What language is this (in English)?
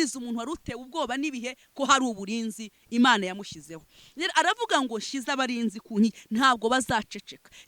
Kinyarwanda